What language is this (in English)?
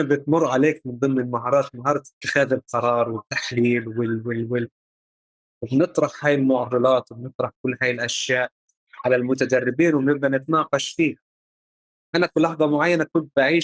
North Levantine Arabic